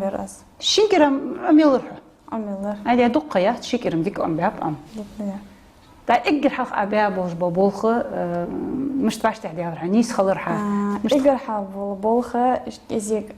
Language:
Ingush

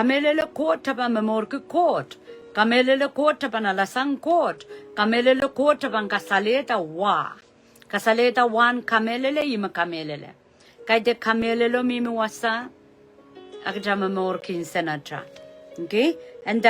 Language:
Pohnpeian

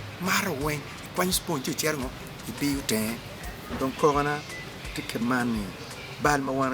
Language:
Acoli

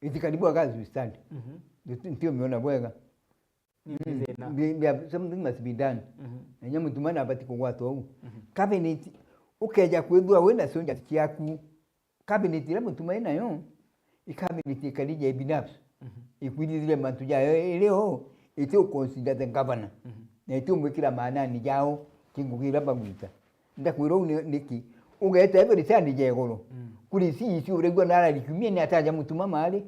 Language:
Meru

